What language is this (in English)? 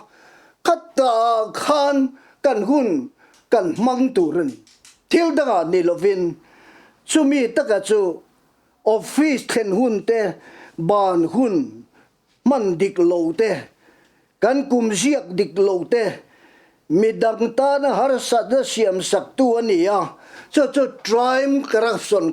Mizo